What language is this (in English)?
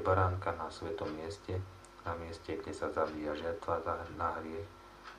Slovak